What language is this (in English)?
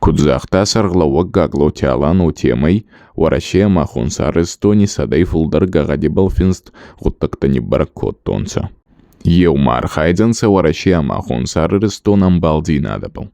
Ossetic